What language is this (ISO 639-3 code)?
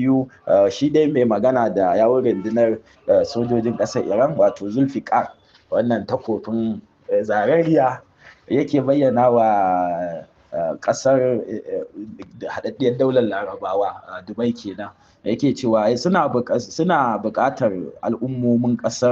hau